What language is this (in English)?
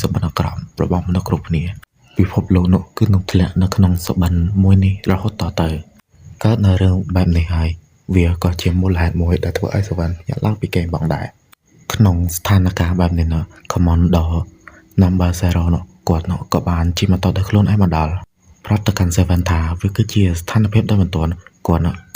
Khmer